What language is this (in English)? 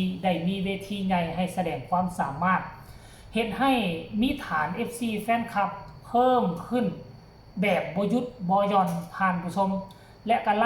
Lao